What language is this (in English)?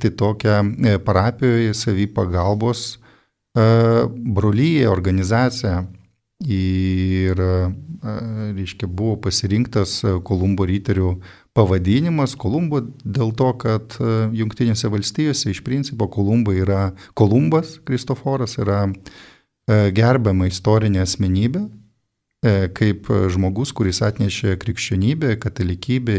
Lithuanian